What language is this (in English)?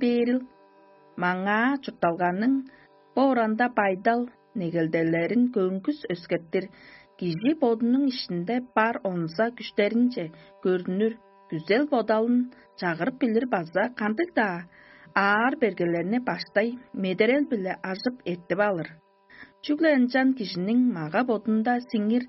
Tuvinian